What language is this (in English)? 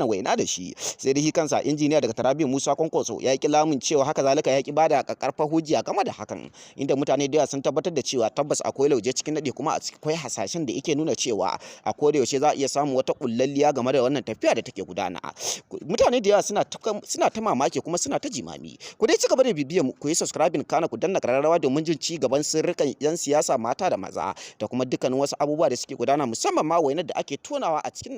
Hausa